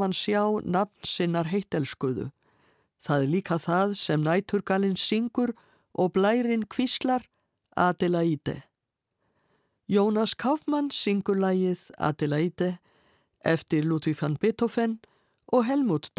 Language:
Icelandic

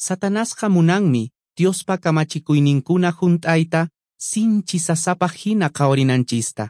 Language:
Quechua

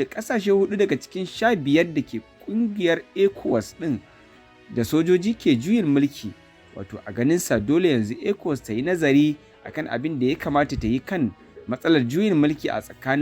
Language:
Hausa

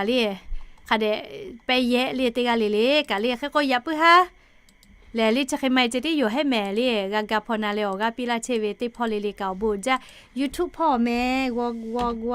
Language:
Lahu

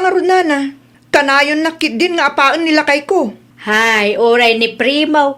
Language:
Iloko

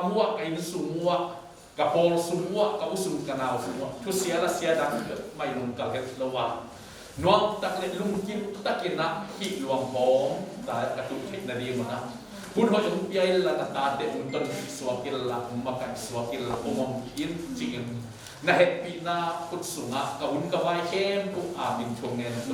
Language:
Tedim Chin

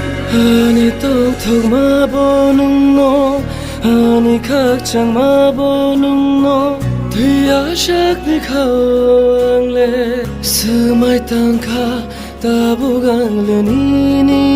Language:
Kok Borok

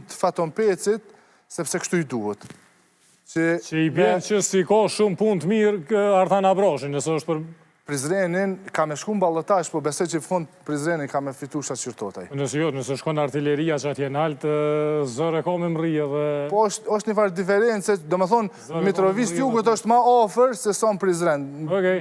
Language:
Albanian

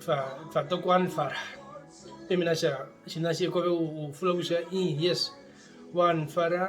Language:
Herero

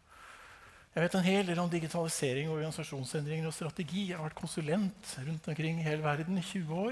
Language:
Norwegian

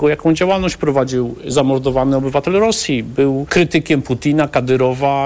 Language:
Polish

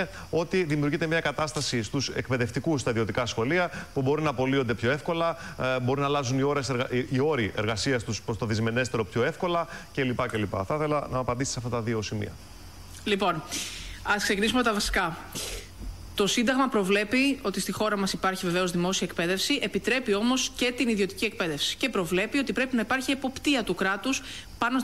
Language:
Greek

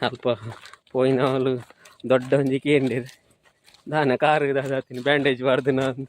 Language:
Tulu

